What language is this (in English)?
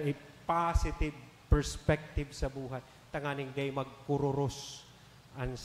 Bikol